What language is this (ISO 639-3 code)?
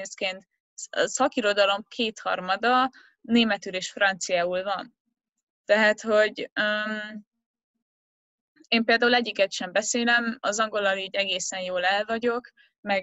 hun